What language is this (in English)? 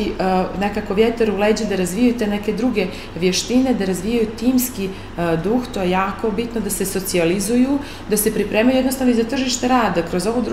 Bosnian